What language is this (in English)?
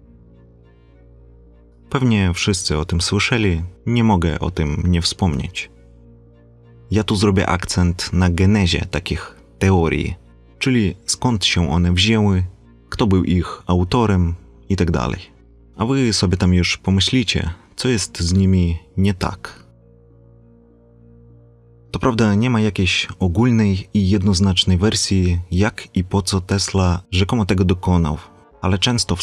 Polish